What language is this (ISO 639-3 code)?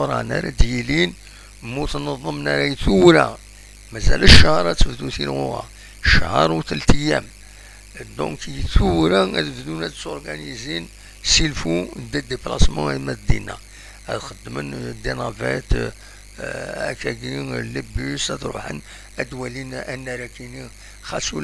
kab